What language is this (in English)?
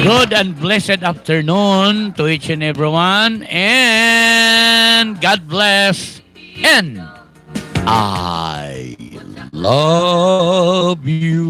Waray